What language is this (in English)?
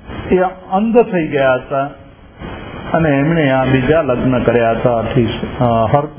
Gujarati